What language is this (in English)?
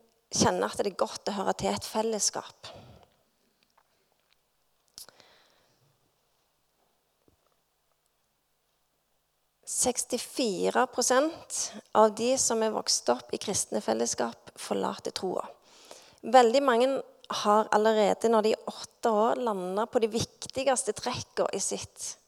Norwegian